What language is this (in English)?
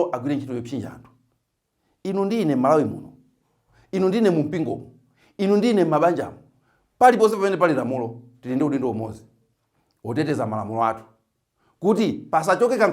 Nyanja